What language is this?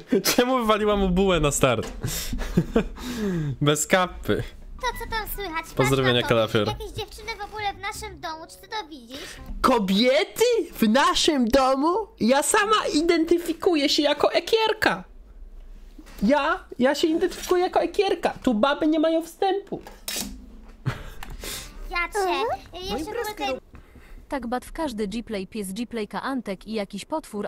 Polish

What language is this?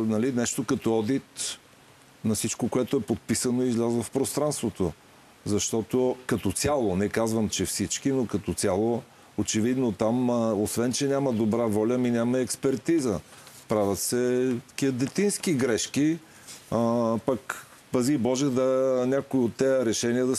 Bulgarian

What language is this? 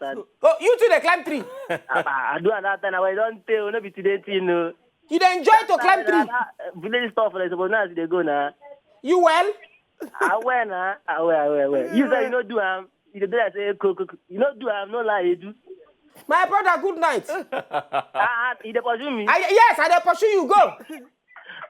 Nigerian Pidgin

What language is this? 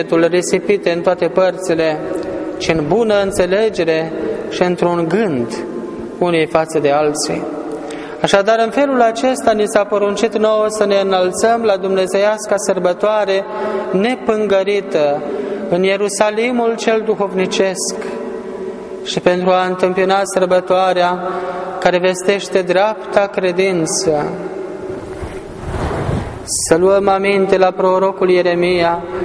Romanian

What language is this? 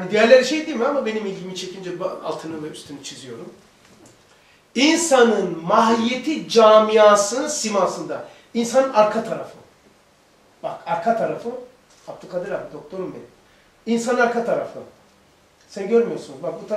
Turkish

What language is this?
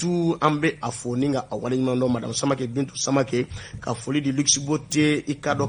Bambara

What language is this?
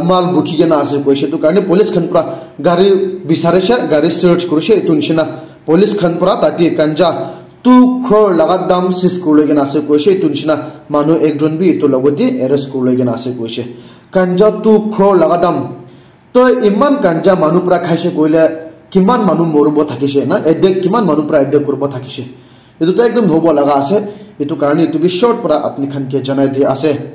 Naga Pidgin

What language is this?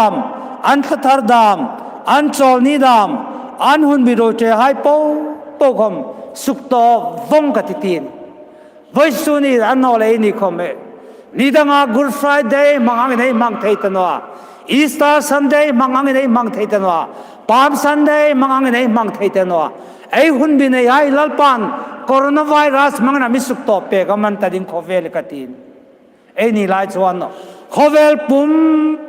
Hmar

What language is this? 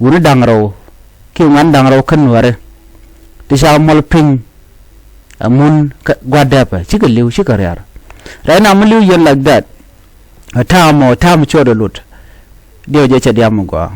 Nuer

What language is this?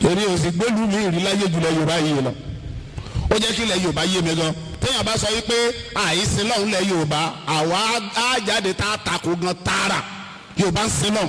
Yoruba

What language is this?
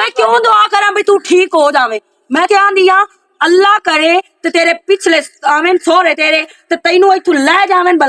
Western Panjabi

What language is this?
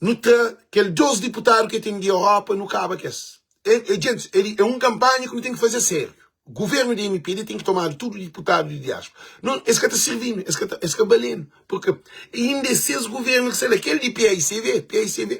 Kabuverdianu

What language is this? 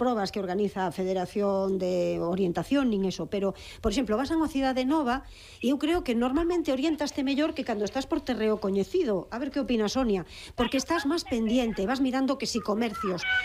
Galician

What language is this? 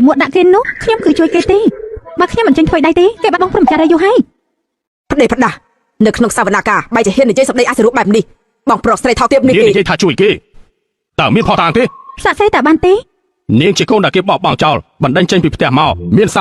Khmer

